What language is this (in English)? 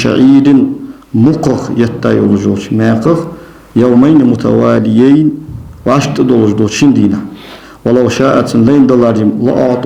Ingush